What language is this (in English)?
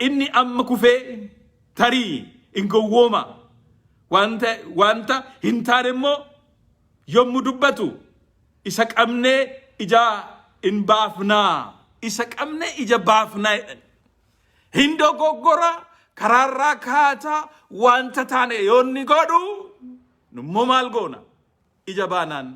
Oromo